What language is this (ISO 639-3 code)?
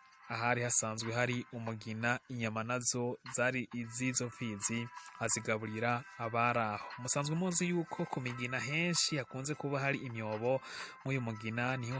run